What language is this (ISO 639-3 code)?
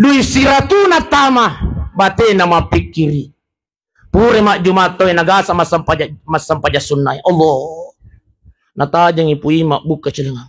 bug